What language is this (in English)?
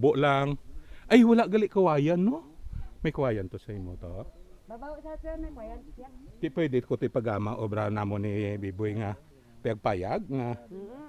Hiligaynon